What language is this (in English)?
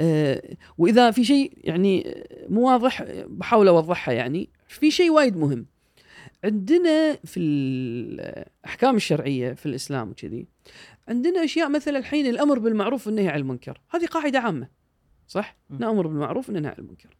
Gulf Arabic